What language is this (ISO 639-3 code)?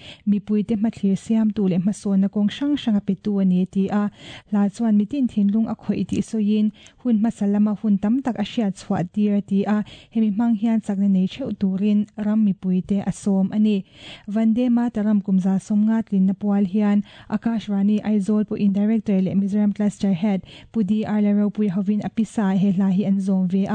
lus